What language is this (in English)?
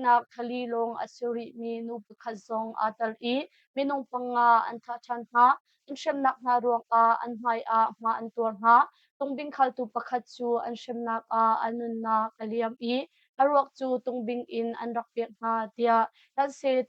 Hakha Chin